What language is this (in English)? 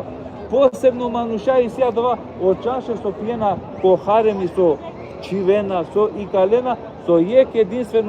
Balkan Romani